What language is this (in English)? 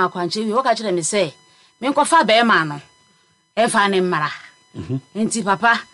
Akan